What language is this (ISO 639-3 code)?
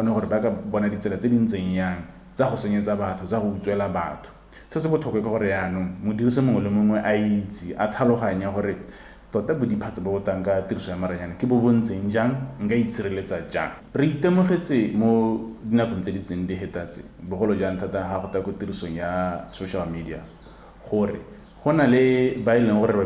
tsn